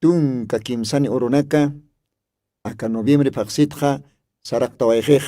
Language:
Aymara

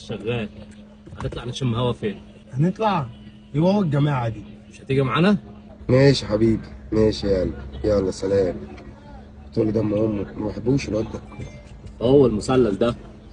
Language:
Egyptian Arabic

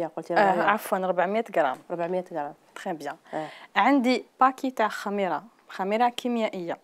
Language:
Algerian Arabic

